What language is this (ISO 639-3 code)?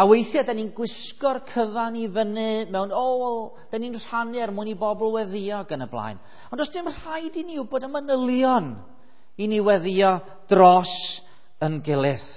cym